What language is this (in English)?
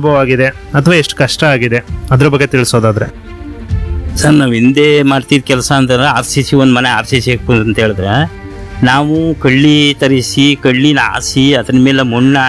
Kannada